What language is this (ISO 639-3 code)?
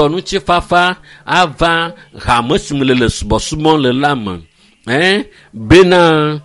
ewe